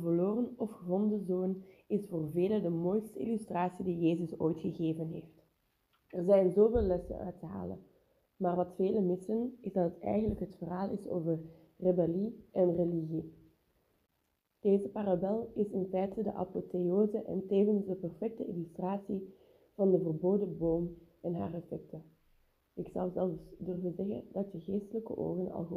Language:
Dutch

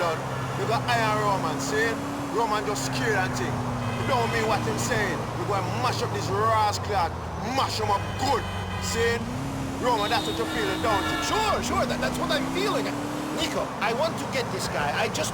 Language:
Bavarian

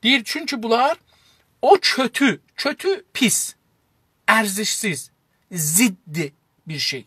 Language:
South Azerbaijani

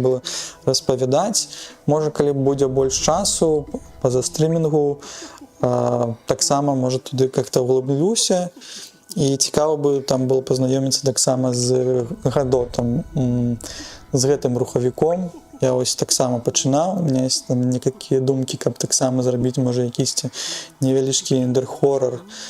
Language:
Belarusian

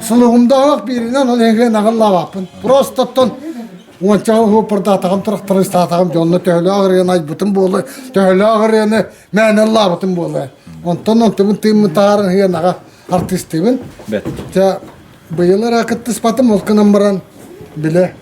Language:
Yakut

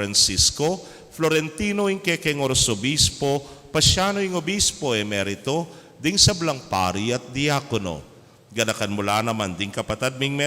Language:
Pampanga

